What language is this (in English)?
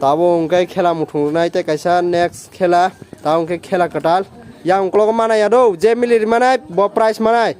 Kok Borok